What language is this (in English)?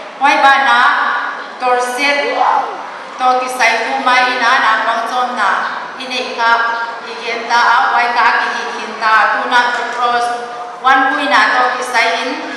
Paite Chin